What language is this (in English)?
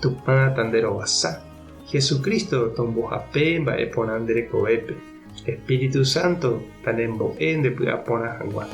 Guarani